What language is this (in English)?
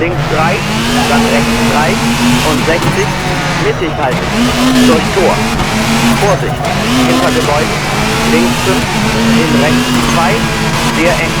Bavarian